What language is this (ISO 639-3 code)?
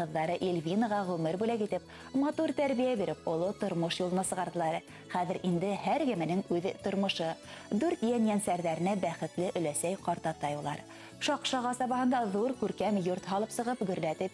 bak